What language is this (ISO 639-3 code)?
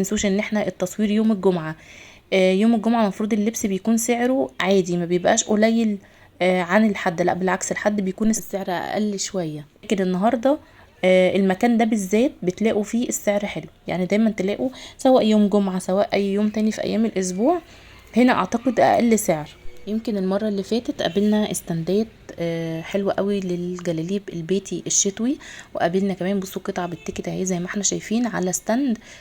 arz